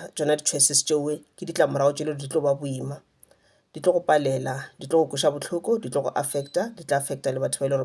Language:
Northern Sotho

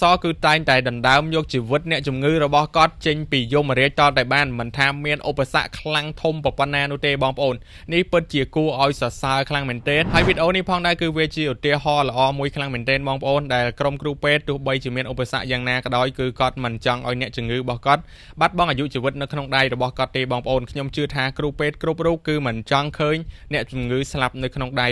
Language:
Khmer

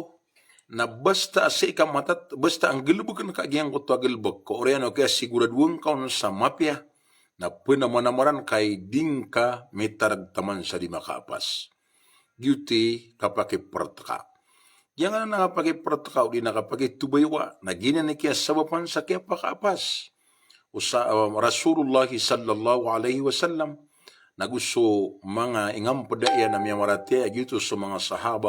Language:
Maranao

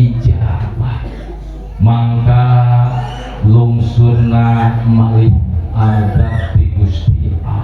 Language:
Sundanese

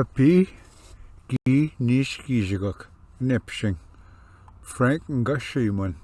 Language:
Ojibwa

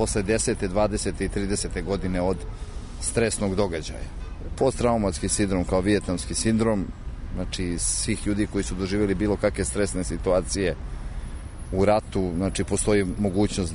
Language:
Serbian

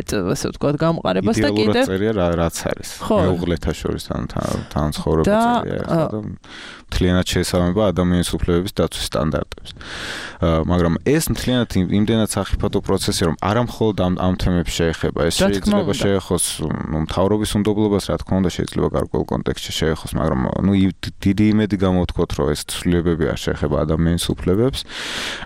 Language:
Georgian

